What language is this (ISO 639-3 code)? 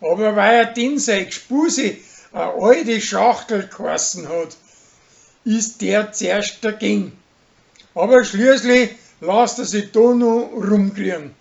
bar